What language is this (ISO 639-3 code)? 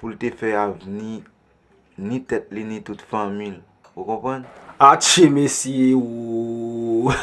hat